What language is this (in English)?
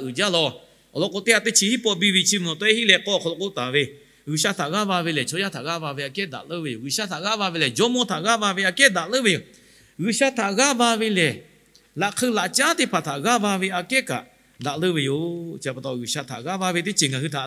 Lahu